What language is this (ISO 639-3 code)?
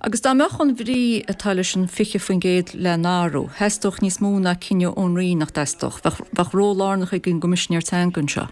gle